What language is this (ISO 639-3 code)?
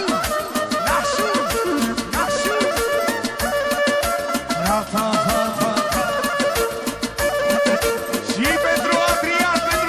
ron